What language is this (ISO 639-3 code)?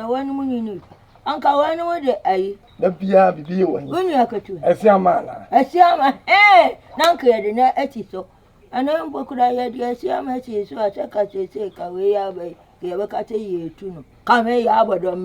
aka